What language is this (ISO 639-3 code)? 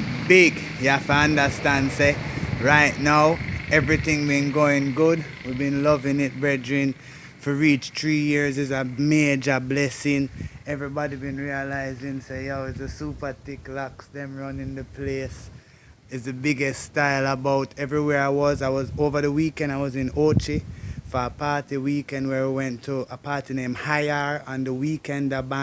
jam